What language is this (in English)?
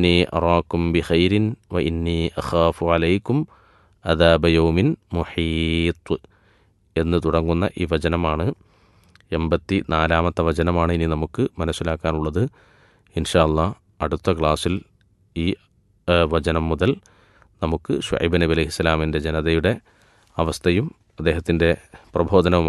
Malayalam